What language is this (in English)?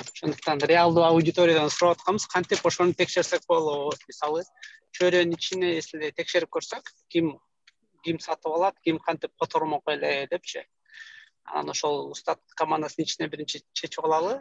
Kyrgyz